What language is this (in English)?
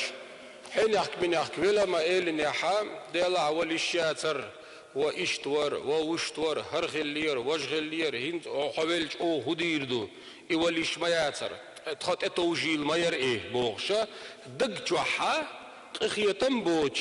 Chechen